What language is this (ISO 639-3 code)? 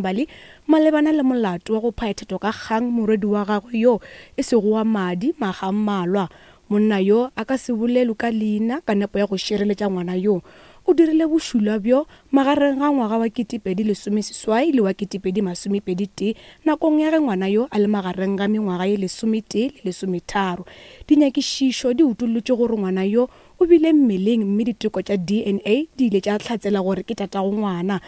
nso